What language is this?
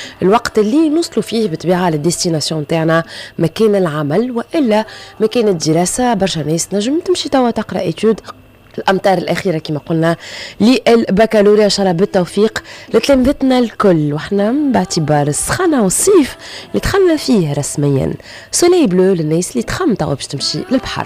Tunisian Arabic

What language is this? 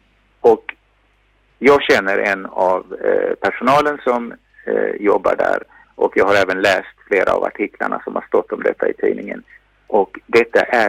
Swedish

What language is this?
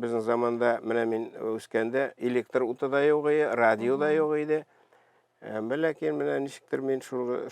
Tatar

